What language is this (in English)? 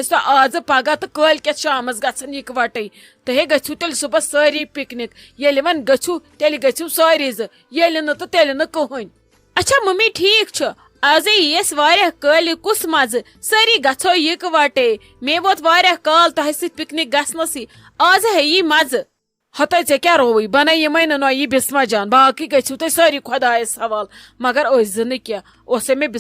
Kashmiri